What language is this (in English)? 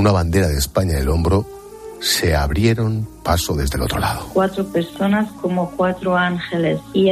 Spanish